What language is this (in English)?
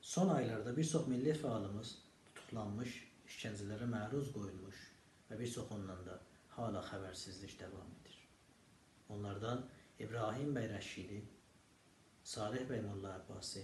South Azerbaijani